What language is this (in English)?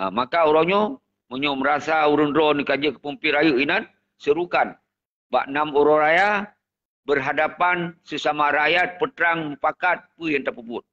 Achinese